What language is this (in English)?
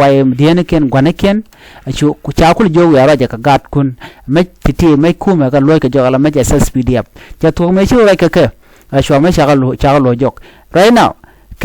Nuer